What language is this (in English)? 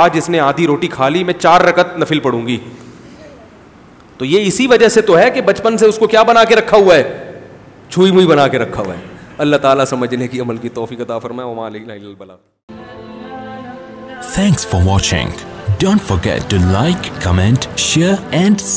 Urdu